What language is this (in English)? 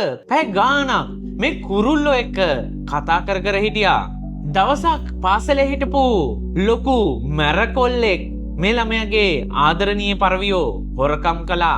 Sinhala